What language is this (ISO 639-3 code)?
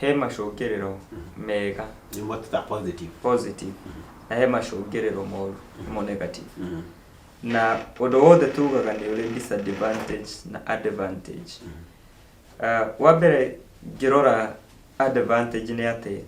kik